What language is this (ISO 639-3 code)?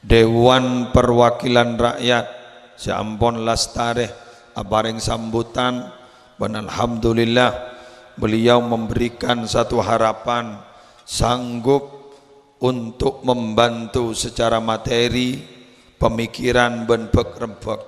mad